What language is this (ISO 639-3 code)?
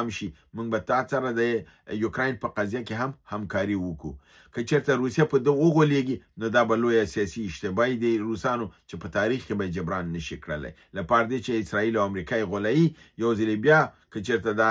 pus